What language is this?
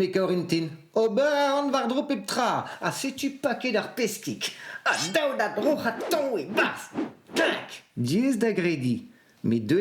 Breton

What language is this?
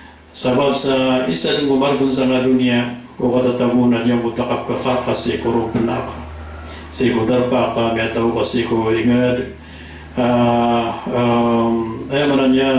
Maranao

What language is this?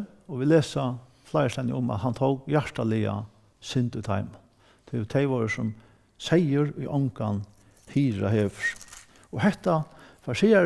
Faroese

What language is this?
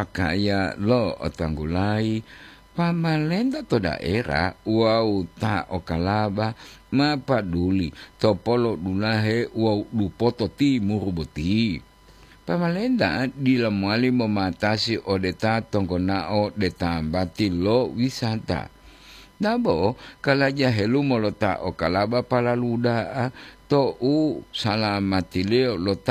Gorontalo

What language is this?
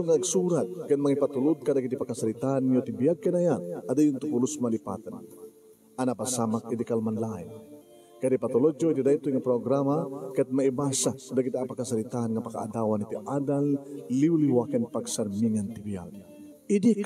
Iloko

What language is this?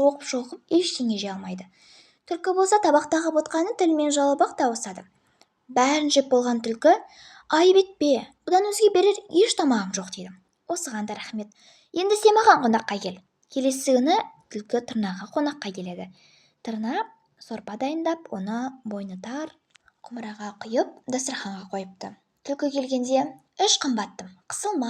Kazakh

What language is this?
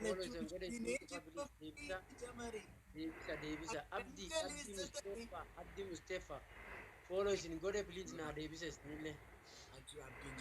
Oromo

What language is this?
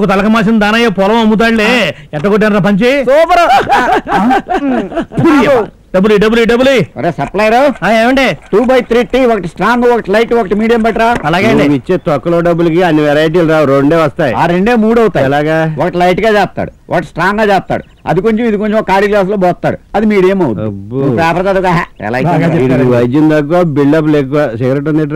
Telugu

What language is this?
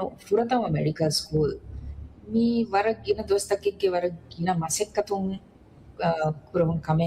Divehi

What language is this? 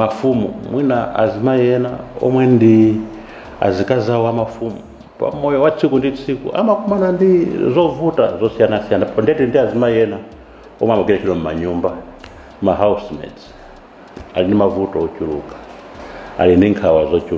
Nyanja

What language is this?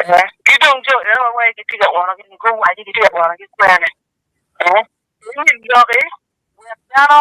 Acoli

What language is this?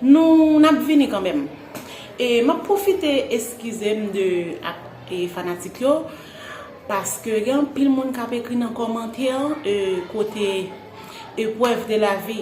Haitian Creole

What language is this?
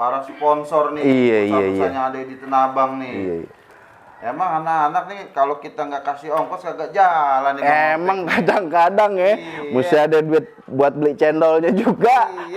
Betawi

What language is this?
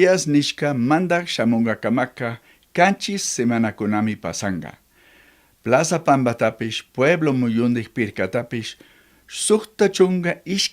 Chimborazo Highland Quichua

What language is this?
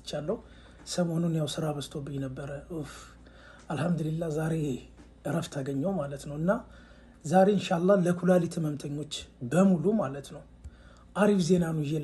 Amharic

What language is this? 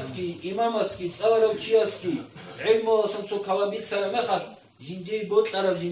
Avaric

